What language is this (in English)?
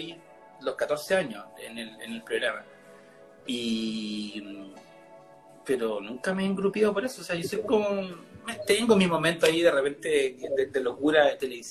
Spanish